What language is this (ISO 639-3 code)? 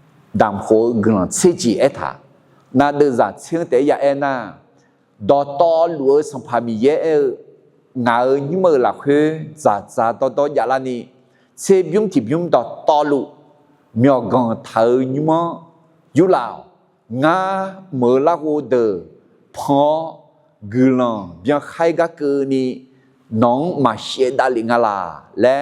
ahk